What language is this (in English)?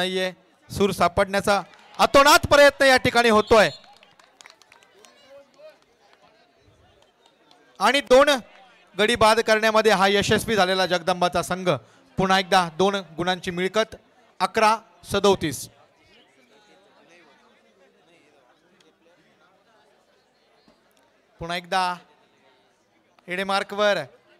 Marathi